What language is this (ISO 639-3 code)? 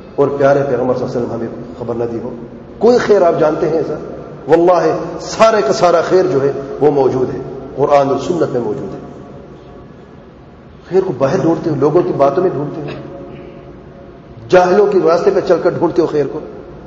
urd